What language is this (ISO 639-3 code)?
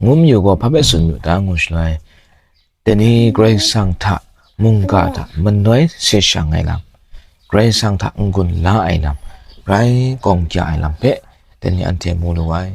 kac